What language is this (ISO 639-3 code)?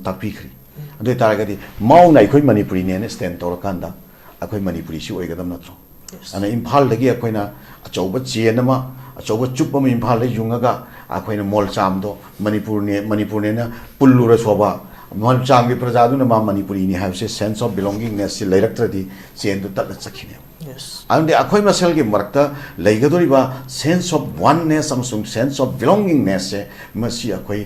mni